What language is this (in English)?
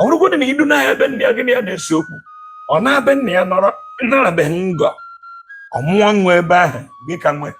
Igbo